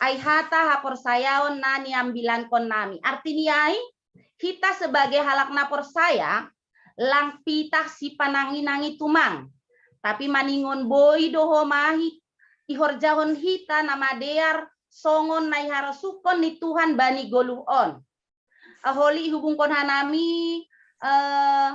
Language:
Batak Simalungun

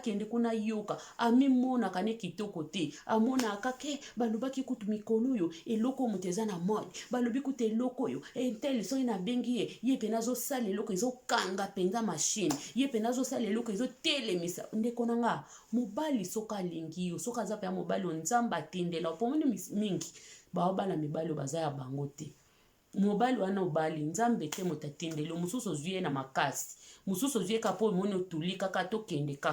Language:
Lingala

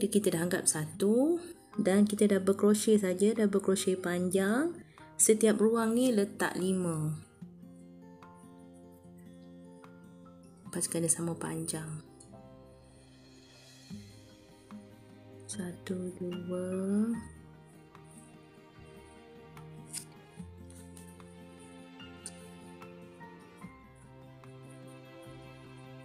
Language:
Malay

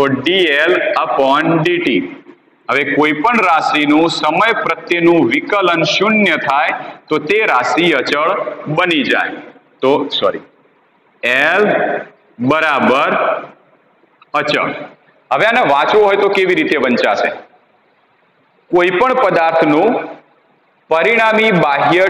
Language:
Gujarati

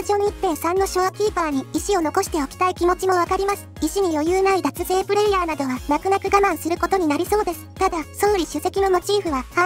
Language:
Japanese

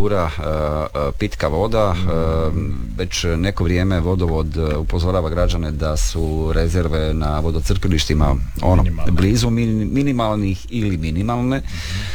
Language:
Croatian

